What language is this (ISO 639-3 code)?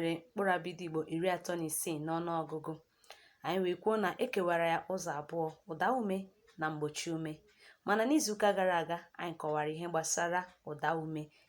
ibo